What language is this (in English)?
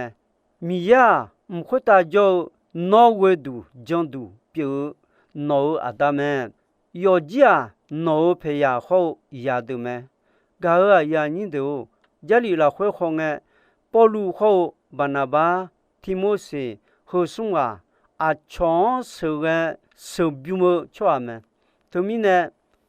Akha